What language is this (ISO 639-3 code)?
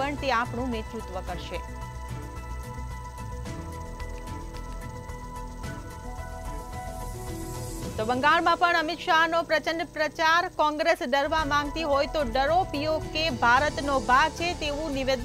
guj